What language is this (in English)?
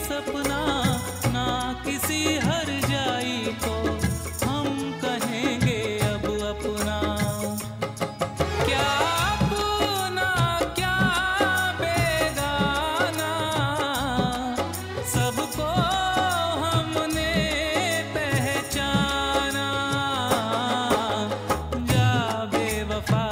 Hindi